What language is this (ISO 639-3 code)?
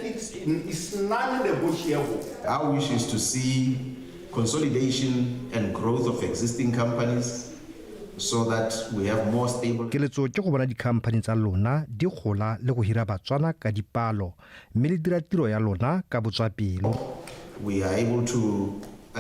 tsn